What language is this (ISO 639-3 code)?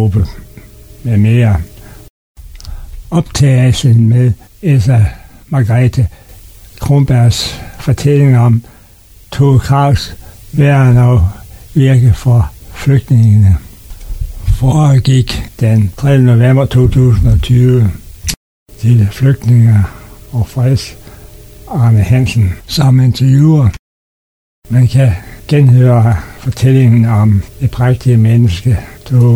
dan